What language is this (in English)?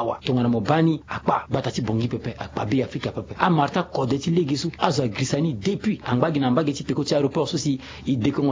Sango